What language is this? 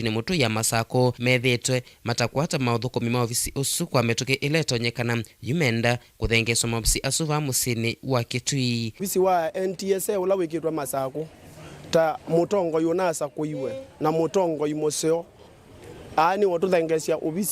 Kamba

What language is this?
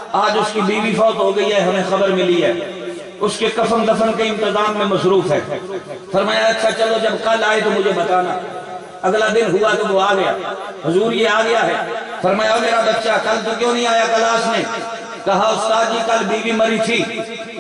Urdu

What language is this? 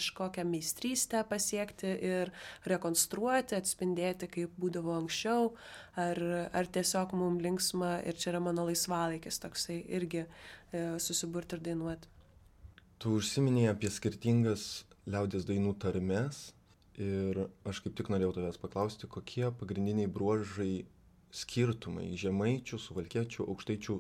Lithuanian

